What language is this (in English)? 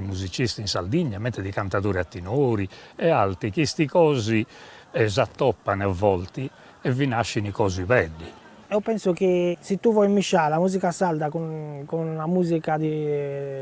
Sardinian